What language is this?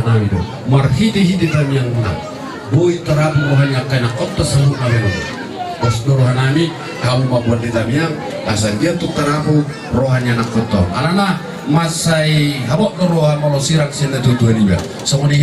Batak Toba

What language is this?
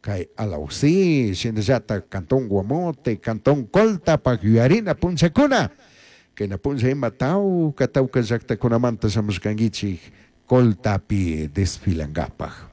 Chimborazo Highland Quichua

